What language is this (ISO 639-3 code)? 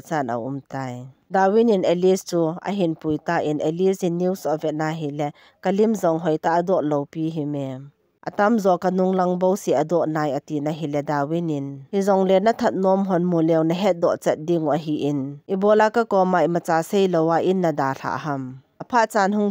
tcz